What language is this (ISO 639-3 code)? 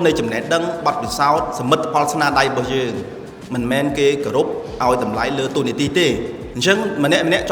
khm